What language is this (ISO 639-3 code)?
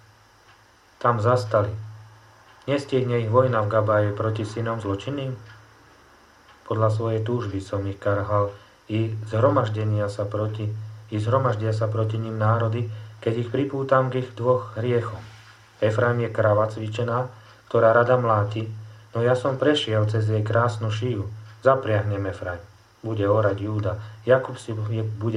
slk